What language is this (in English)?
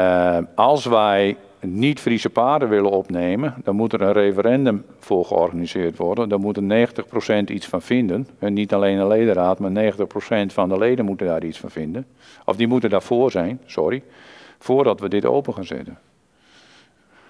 Dutch